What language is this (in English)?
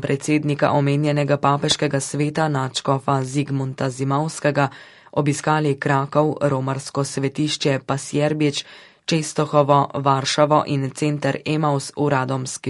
Slovenian